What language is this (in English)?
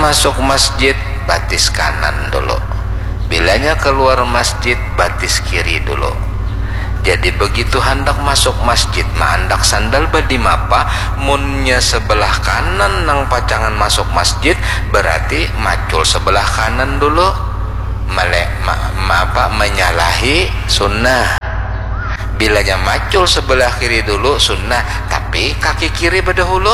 Banjar